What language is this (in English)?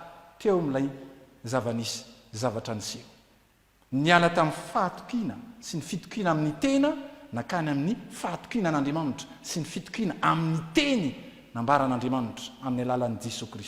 Malagasy